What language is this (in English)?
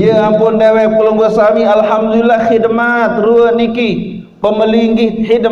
Sasak